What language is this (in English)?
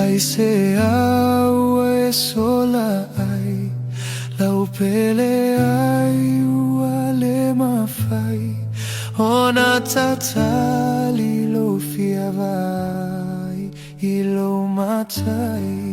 Samoan